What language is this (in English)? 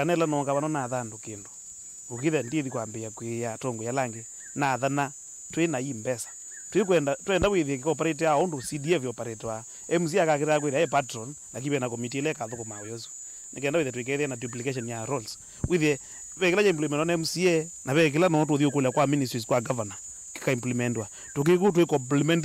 Kamba